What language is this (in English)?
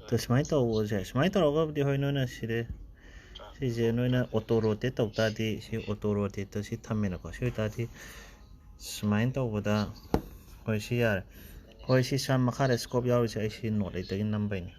Manipuri